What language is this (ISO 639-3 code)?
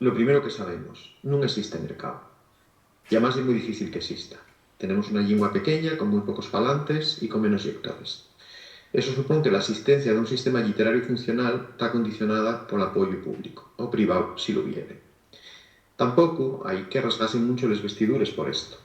ast